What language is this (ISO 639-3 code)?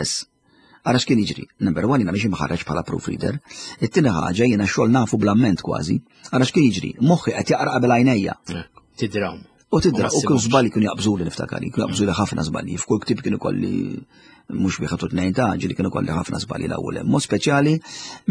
mlt